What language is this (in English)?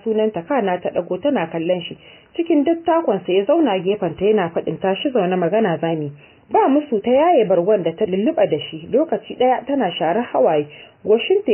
Hausa